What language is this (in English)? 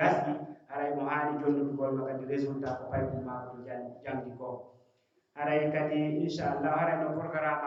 Pular